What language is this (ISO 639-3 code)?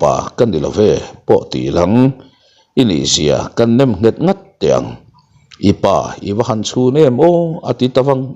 lus